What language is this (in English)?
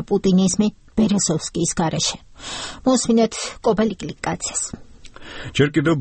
Georgian